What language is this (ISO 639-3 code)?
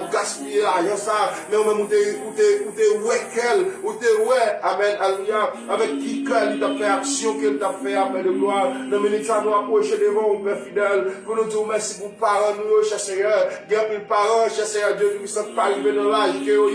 hat